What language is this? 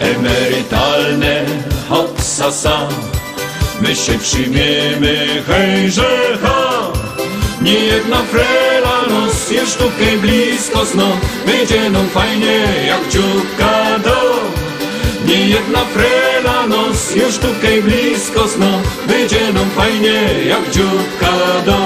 Silesian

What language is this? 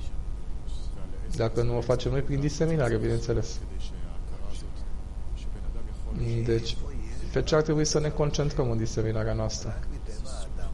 Romanian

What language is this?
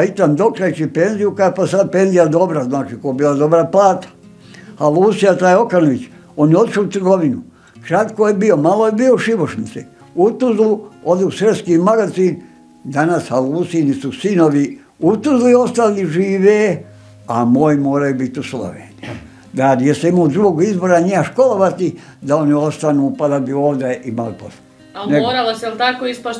Bosnian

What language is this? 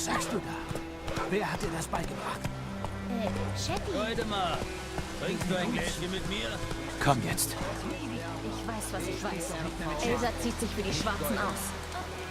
Swiss German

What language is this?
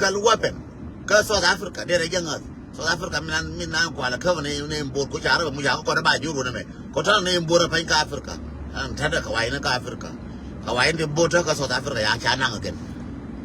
Nuer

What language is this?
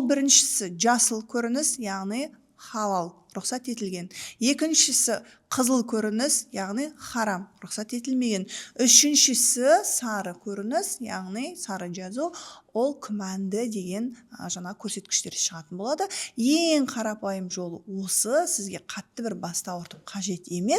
Kazakh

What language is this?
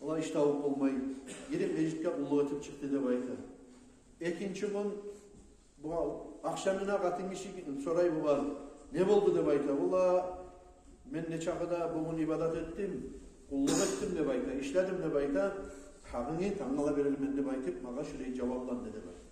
Kumyk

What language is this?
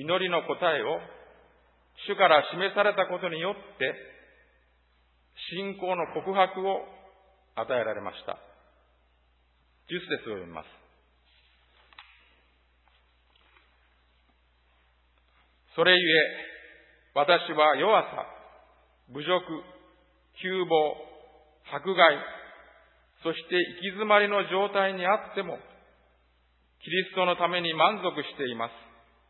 Japanese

